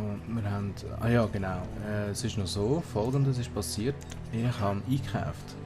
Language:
Swiss German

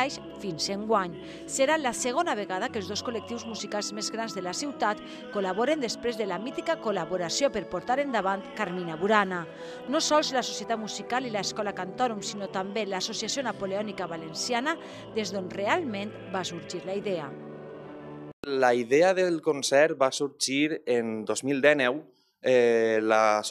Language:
Catalan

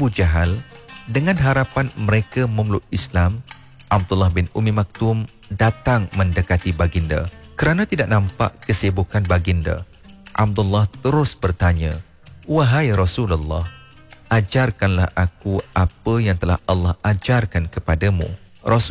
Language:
Malay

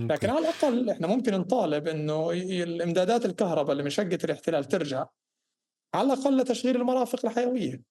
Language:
North Levantine Arabic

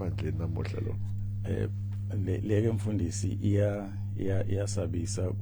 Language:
Zulu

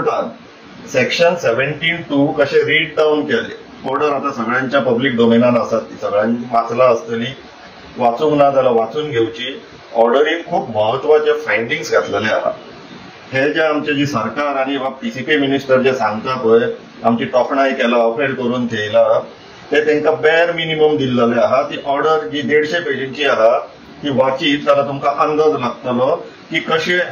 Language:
Konkani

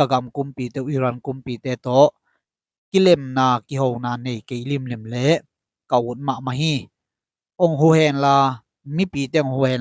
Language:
Tedim Chin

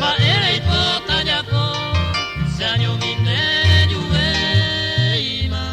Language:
Guarani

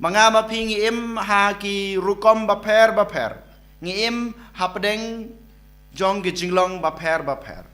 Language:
Khasi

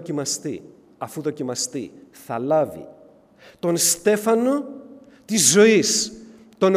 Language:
Greek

